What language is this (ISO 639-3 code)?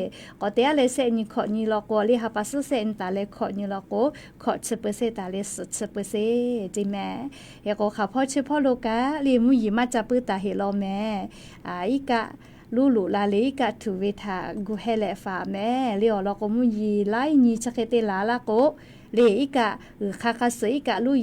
lhu